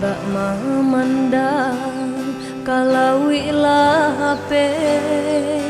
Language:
Minangkabau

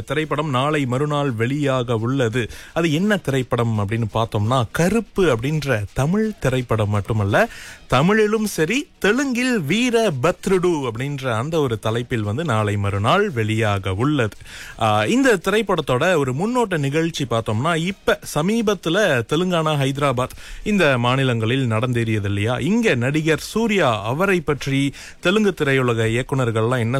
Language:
Tamil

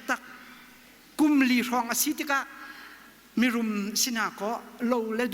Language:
Hakha Chin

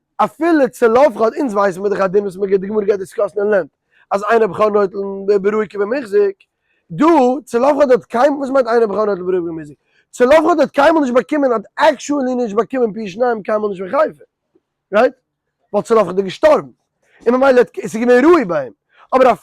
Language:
Yiddish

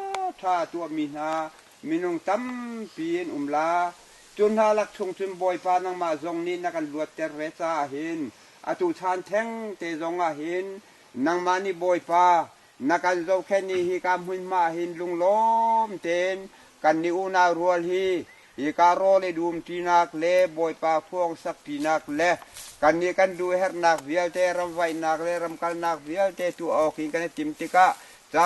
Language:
Hakha Chin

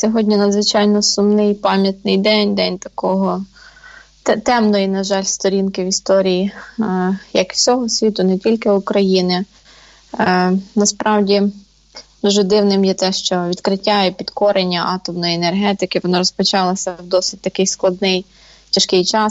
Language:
Ukrainian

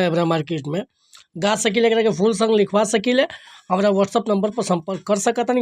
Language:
Bhojpuri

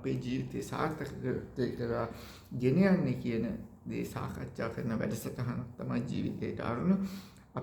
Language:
Sinhala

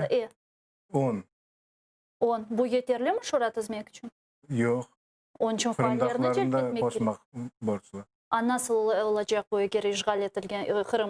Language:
Crimean Tatar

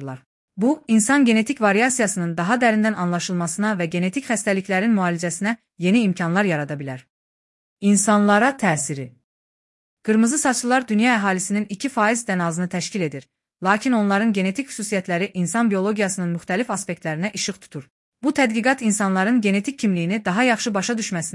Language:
Azerbaijani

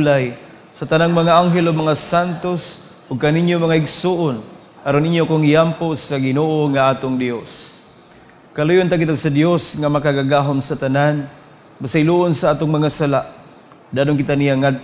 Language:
Cebuano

